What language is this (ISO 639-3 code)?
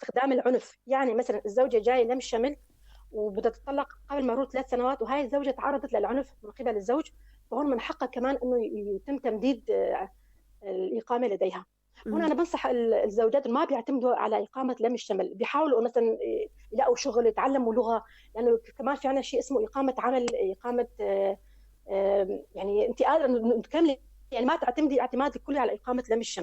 apc